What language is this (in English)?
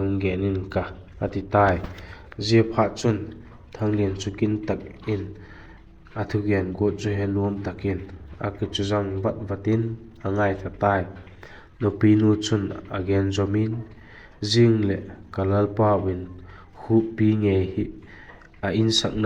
Vaiphei